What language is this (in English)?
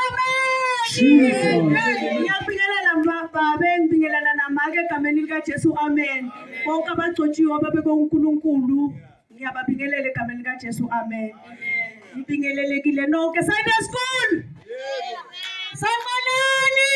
Zulu